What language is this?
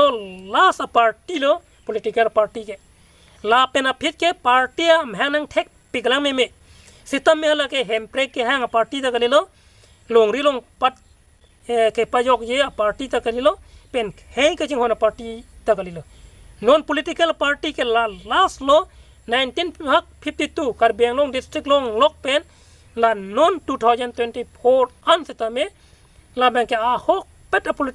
Karbi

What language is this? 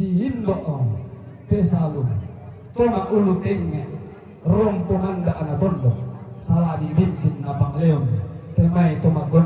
Toraja-Sa'dan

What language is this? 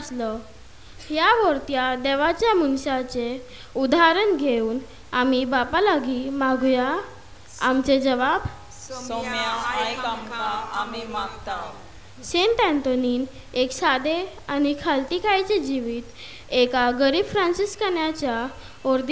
Konkani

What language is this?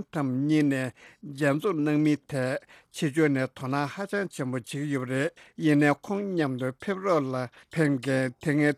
Tibetan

